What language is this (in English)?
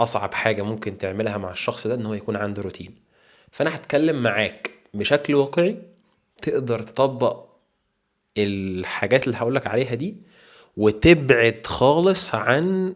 Egyptian Arabic